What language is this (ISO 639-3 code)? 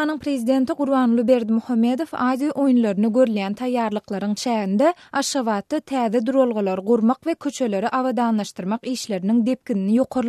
tuk